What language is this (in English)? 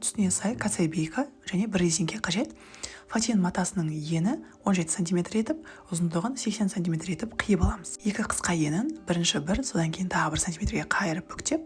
Kazakh